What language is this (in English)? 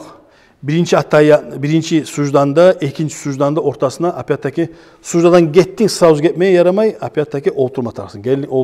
Kumyk